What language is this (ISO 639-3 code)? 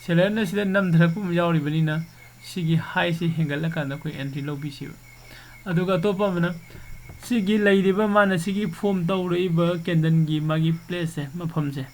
mni